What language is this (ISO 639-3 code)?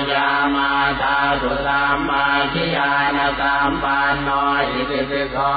pli